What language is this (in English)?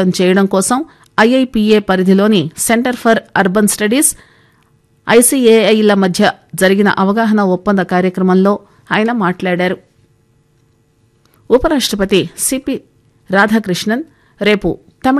Telugu